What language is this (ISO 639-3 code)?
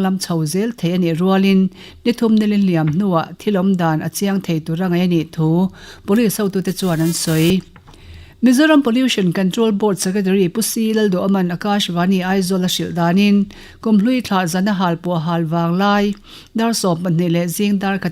lus